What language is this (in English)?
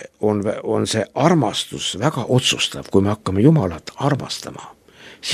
Estonian